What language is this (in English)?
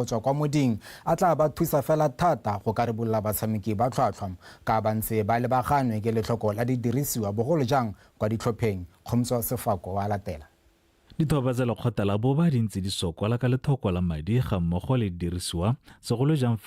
Tswana